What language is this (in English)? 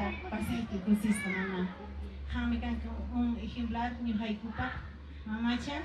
Ayacucho Quechua